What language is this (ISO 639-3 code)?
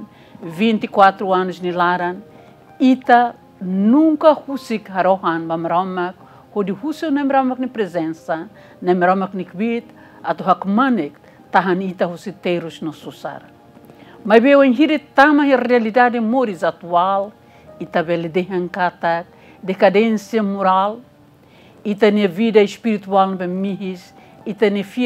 tet